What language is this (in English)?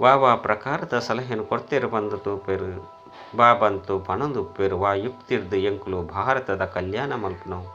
Tulu